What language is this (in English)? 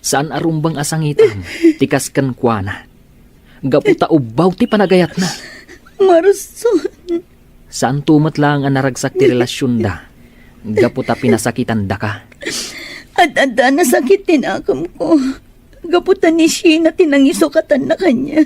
Iloko